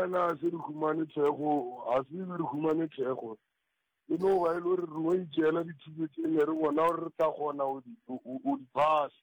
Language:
Northern Sotho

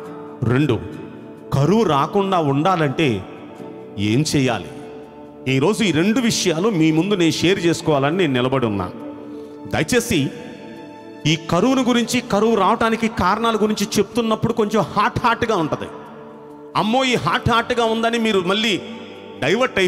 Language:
Telugu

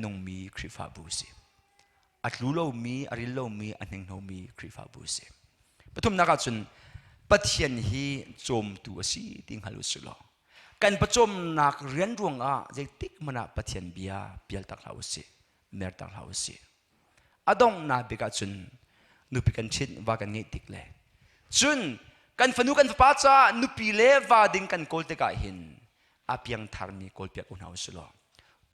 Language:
Hakha Chin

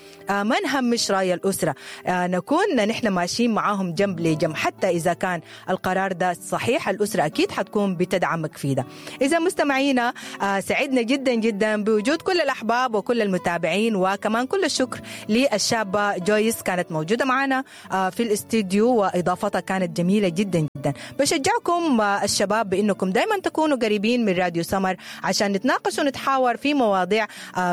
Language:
Sudanese Arabic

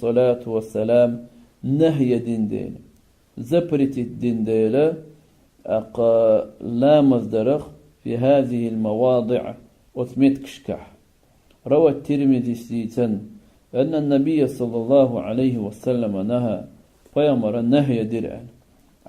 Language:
Chechen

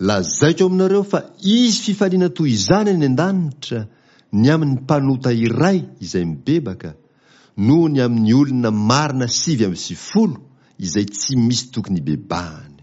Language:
Malagasy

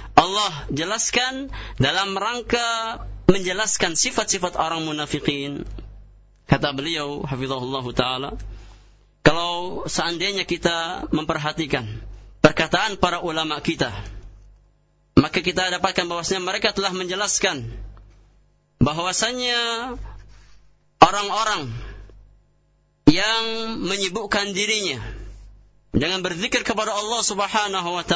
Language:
Indonesian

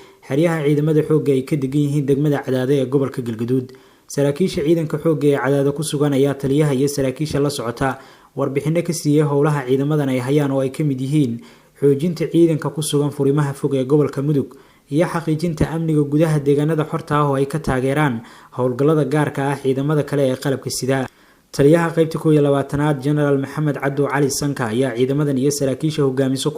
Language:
Somali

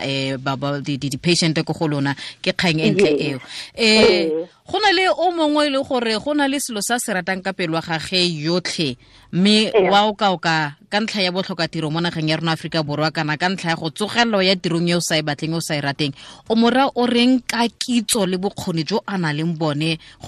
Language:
Tswana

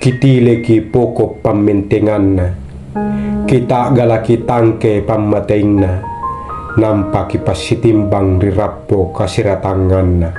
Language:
Makasar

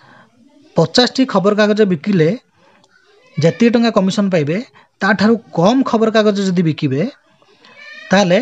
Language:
Odia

